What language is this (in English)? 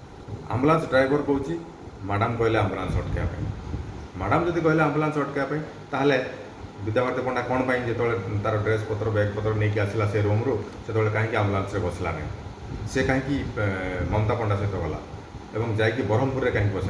Odia